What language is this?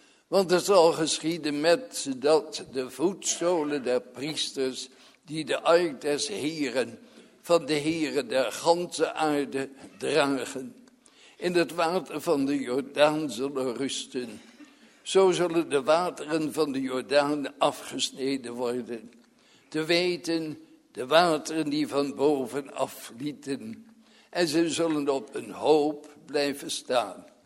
Dutch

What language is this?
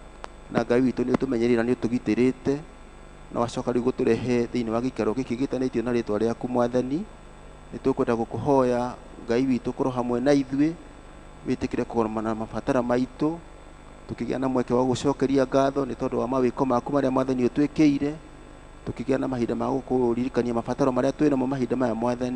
Kikuyu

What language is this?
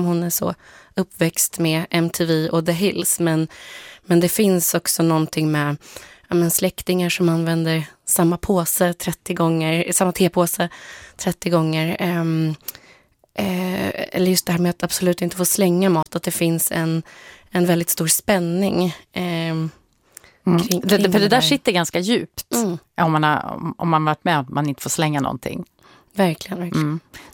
Swedish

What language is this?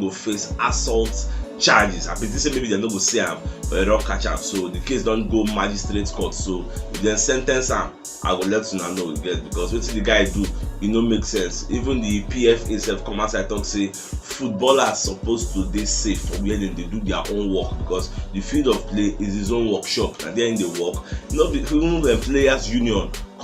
Nigerian Pidgin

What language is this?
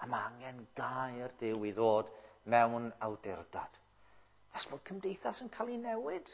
Welsh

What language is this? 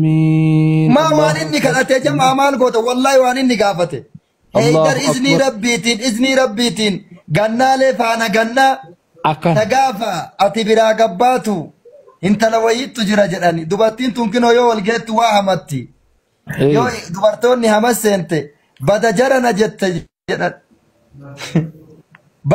Oromo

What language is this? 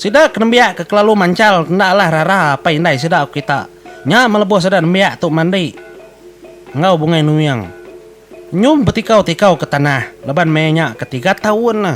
Iban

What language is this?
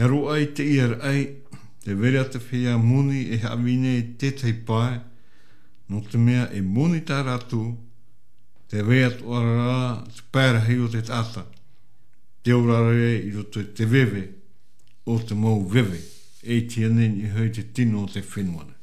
Tahitian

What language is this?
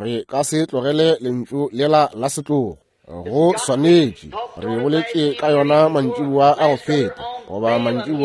Northern Sotho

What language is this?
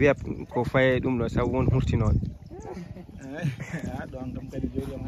Fula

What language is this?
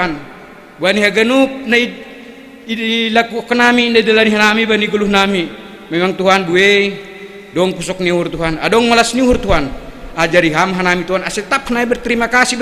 Batak Simalungun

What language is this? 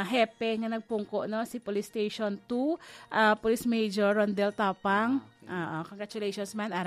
Hiligaynon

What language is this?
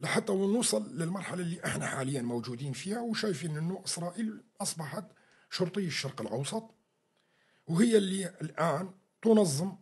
North Levantine Arabic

